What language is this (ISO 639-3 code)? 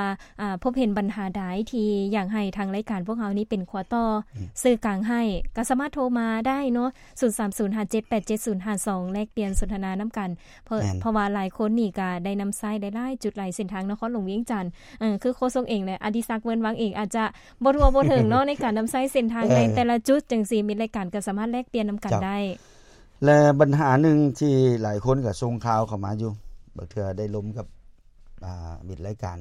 lao